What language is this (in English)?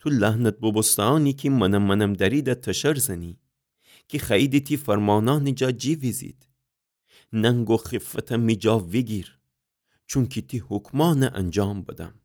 Gilaki